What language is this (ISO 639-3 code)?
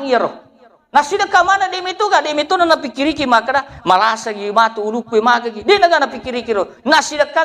bug